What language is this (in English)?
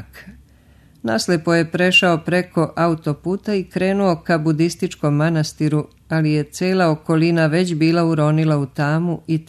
Serbian